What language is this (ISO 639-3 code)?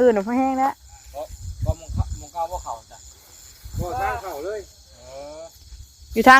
tts